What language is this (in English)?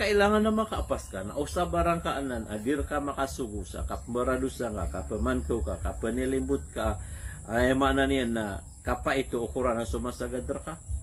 Maranao